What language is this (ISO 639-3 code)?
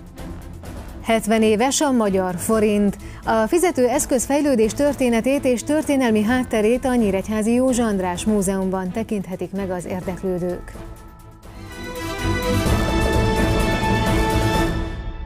hun